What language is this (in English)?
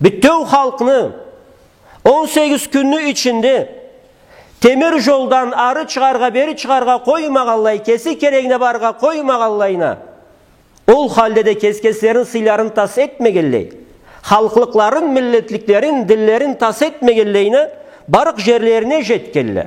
Karachay-Balkar